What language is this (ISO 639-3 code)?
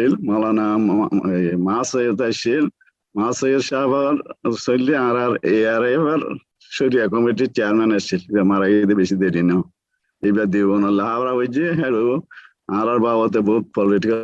rhg